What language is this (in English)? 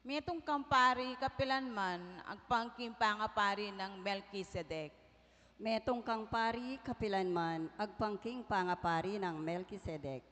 Pampanga